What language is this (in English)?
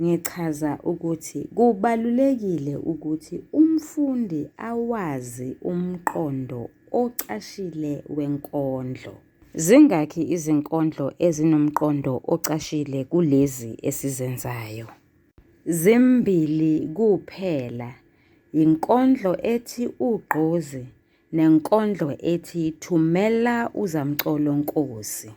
Zulu